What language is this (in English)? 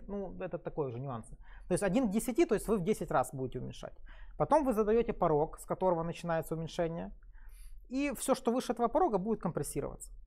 Russian